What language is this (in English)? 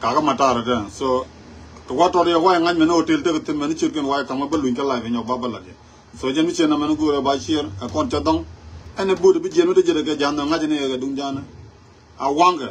Nuer